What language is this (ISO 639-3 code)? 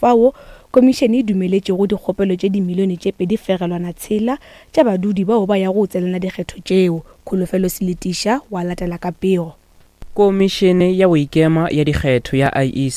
nso